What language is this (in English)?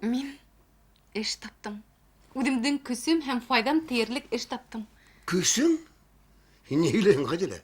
Bashkir